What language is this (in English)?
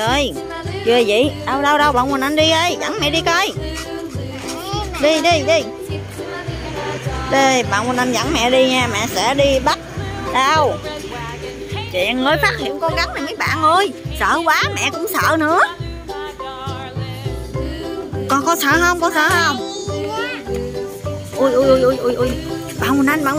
Vietnamese